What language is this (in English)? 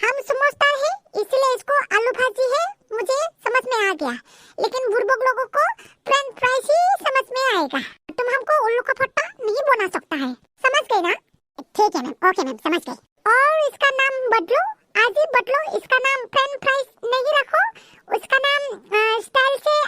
Bodo